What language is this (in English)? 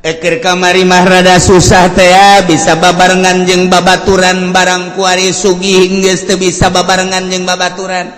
Sundanese